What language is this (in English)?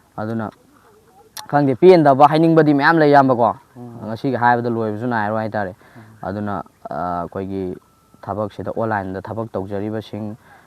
Manipuri